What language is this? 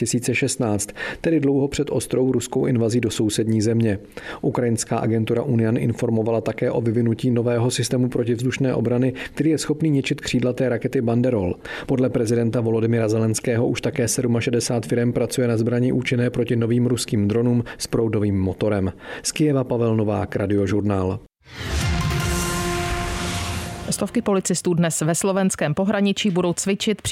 Czech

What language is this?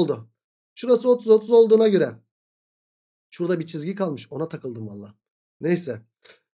Turkish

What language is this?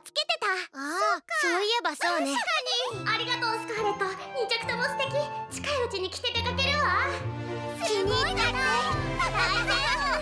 Japanese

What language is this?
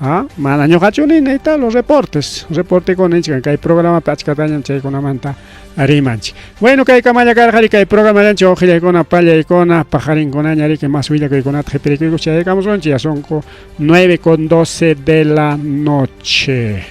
Ayacucho Quechua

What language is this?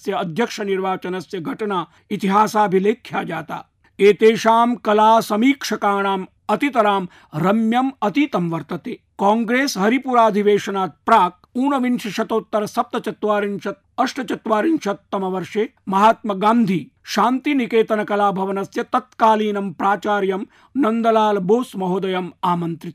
Sanskrit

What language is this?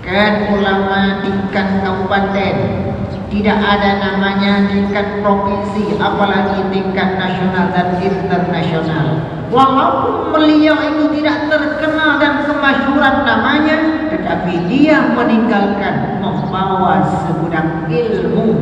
Achinese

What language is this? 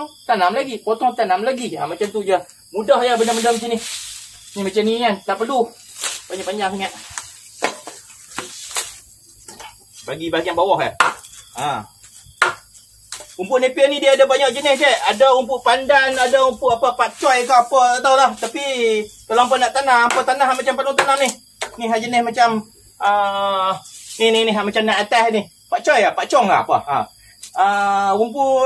Malay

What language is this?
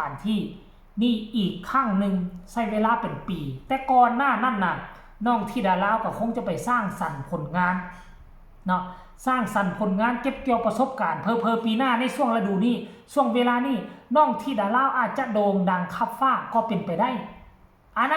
Northeastern Thai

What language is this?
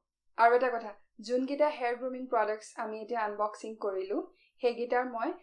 Assamese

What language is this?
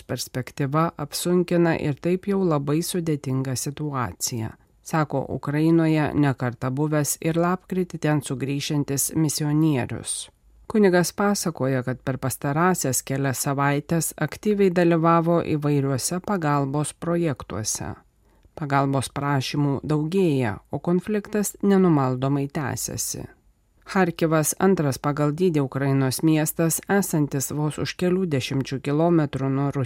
Lithuanian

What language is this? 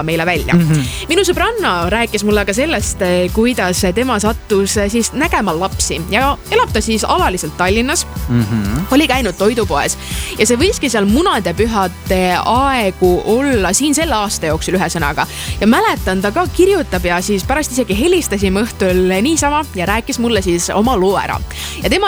Estonian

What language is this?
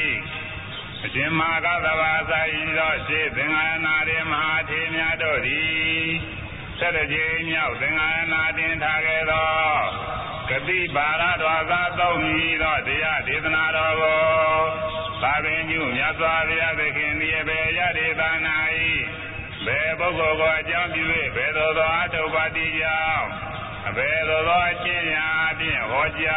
Burmese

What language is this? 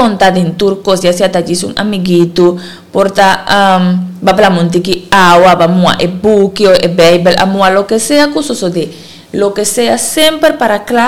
Papiamento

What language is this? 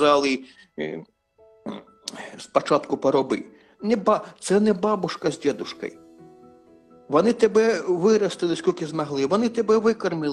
Ukrainian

